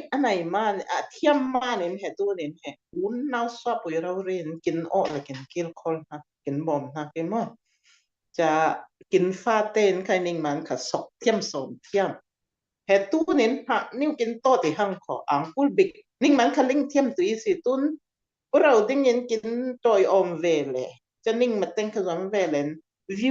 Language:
Falam Chin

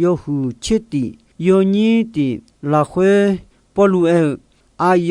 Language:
Akha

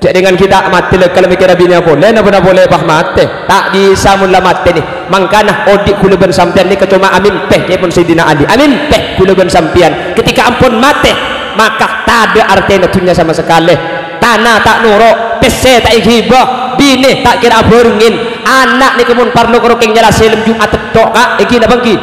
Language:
Madurese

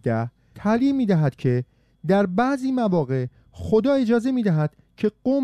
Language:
Persian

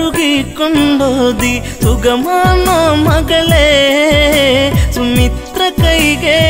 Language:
Malayalam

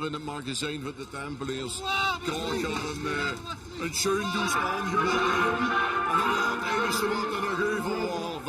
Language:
Limburgish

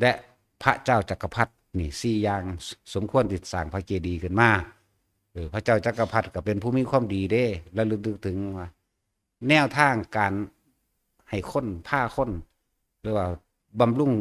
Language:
Northeastern Thai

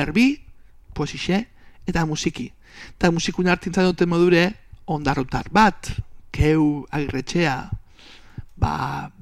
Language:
Basque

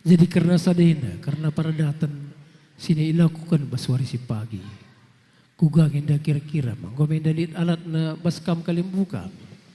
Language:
Batak Karo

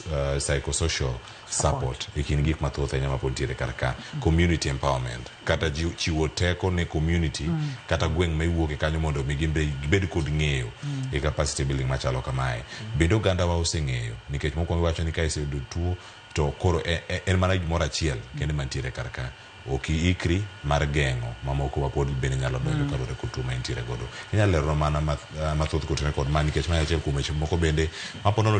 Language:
Luo (Kenya and Tanzania)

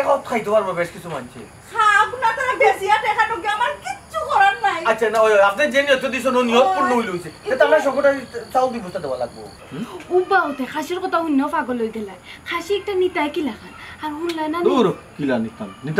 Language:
Sylheti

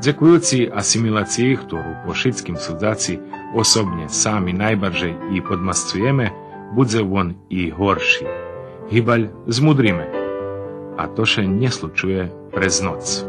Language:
Rusyn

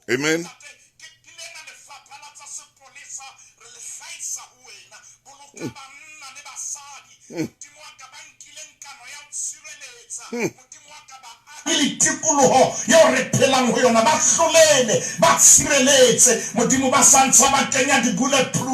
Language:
Southern Sotho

